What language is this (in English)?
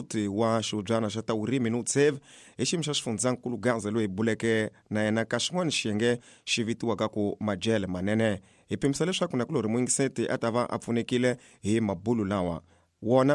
Tsonga